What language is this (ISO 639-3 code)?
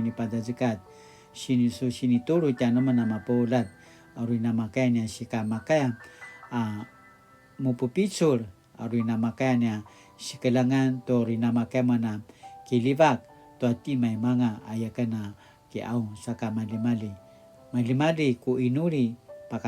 pwn